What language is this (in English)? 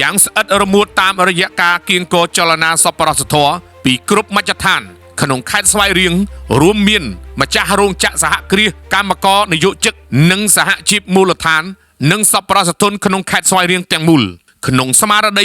Khmer